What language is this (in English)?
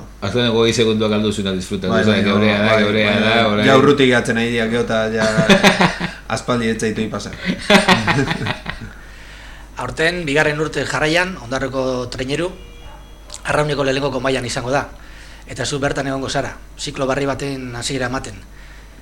Basque